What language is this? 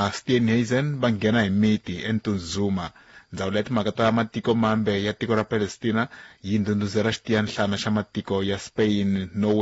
Tsonga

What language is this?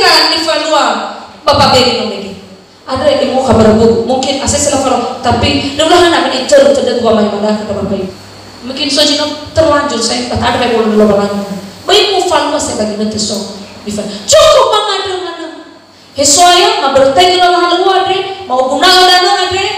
Nias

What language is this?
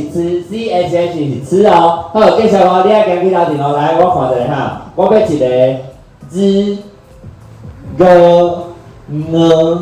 Min Nan Chinese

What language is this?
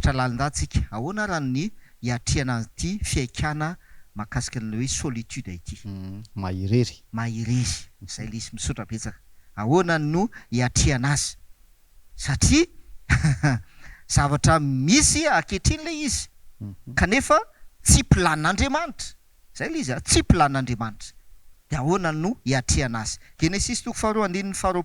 Malagasy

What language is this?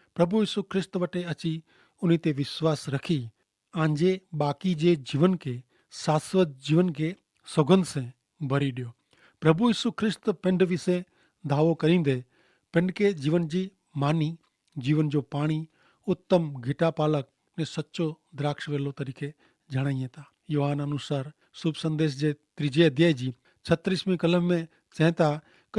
Kachhi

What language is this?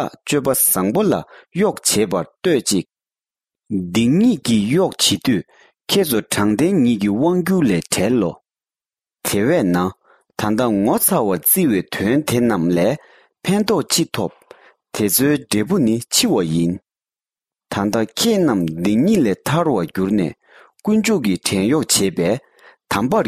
Tibetan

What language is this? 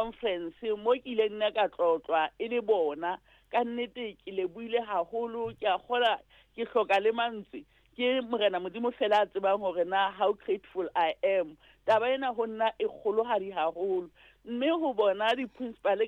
Southern Sotho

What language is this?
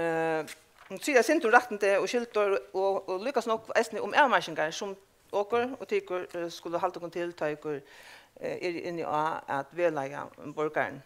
Faroese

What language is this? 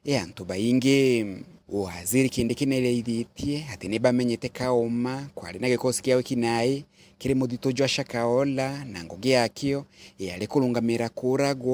Meru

